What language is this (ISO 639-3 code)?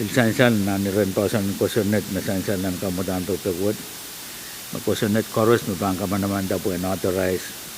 pon